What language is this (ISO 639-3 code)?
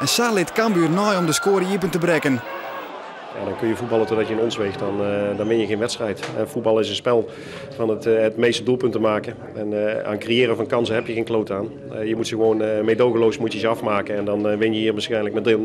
fry